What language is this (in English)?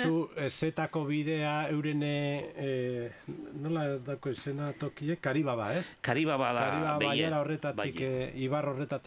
Basque